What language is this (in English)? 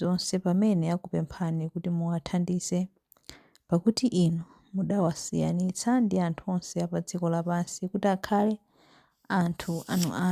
Nyanja